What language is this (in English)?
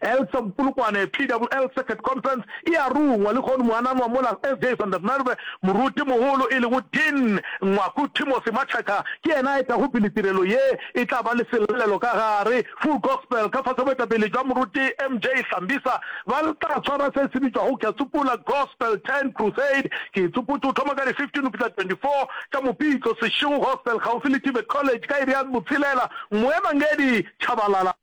Northern Sotho